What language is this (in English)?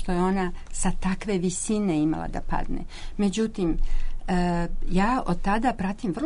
Serbian